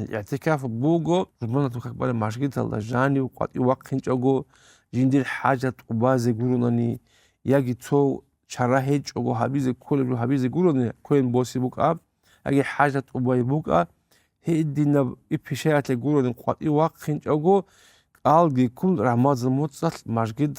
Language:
Avaric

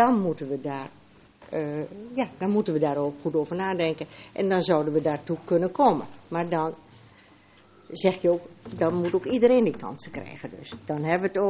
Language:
Dutch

